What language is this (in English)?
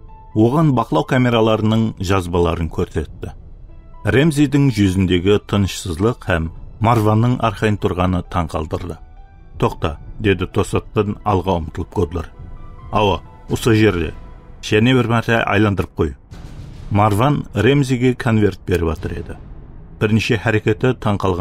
Kara-Kalpak